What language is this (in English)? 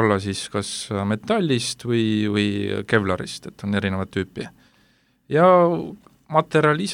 Estonian